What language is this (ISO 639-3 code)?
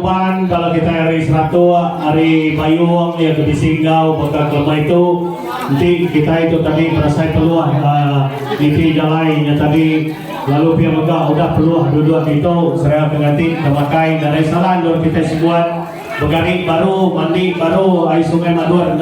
iba